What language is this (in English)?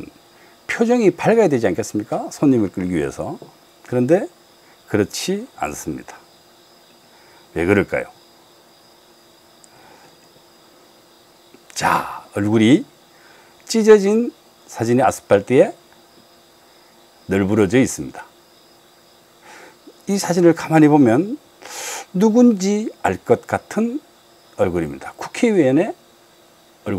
Korean